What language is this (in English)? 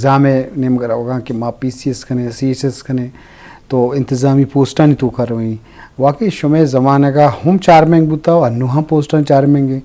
Eastern Balochi